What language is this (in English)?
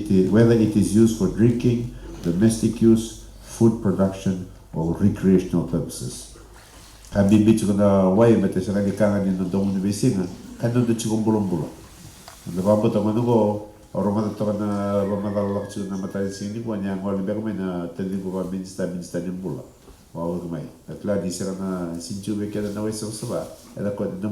Fijian